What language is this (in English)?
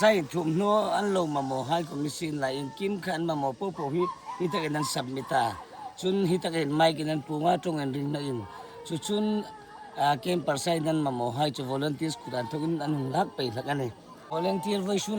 Hmar